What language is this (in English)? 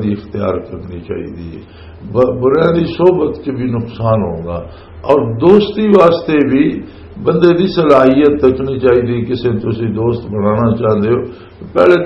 Western Panjabi